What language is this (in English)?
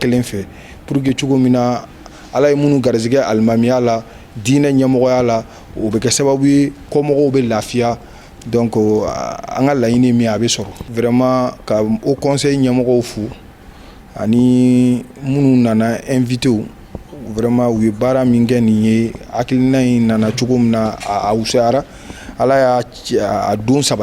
Bambara